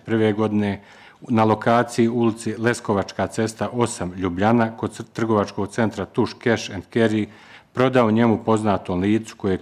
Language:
Bosnian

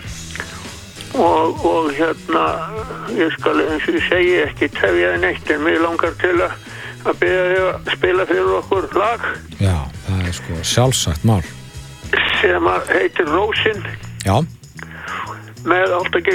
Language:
Icelandic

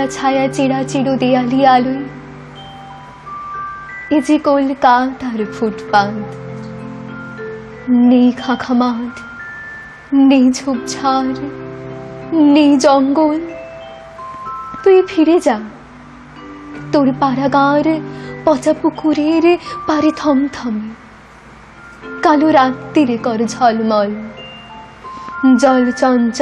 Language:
Bangla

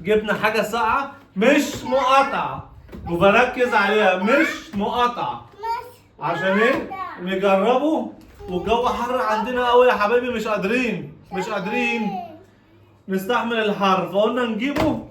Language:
Egyptian Arabic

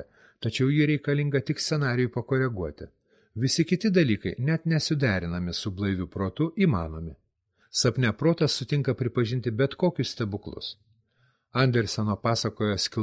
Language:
Lithuanian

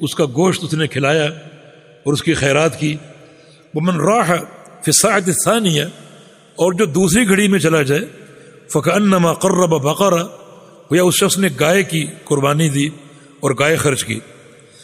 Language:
Urdu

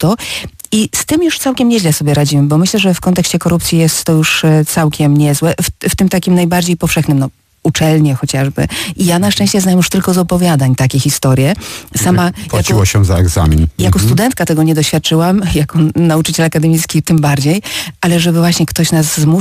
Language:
Polish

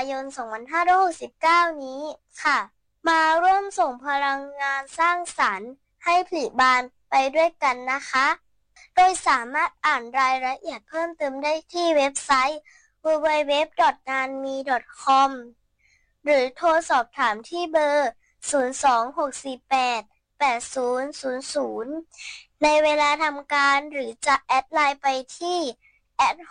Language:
Thai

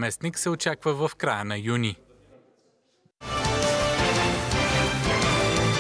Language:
Bulgarian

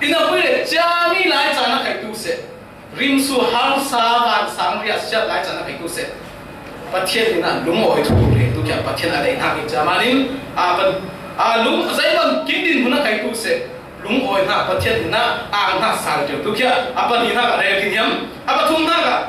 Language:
Falam Chin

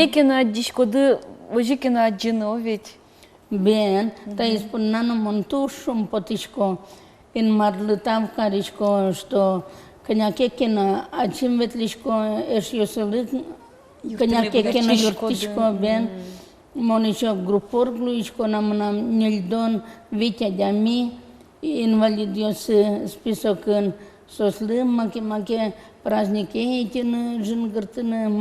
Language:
Udmurt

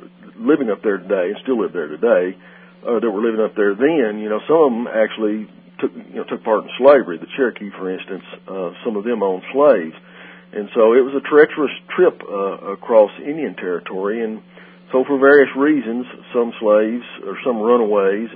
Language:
English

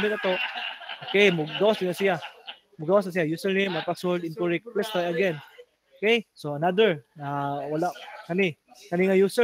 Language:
Cebuano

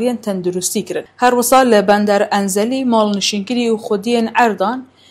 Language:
Kurdish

